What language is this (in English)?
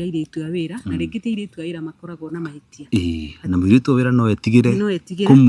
Kikuyu